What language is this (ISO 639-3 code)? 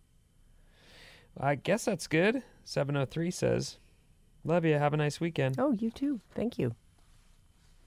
eng